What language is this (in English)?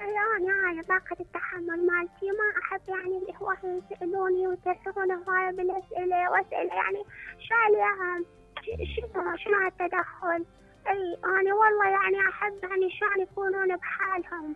Mesopotamian Arabic